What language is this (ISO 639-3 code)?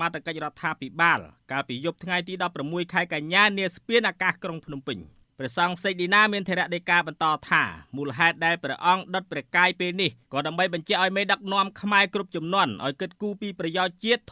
khm